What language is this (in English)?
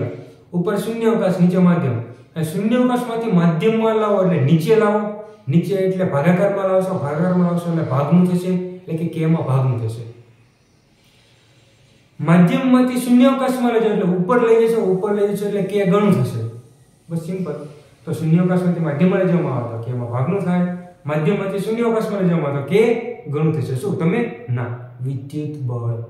Gujarati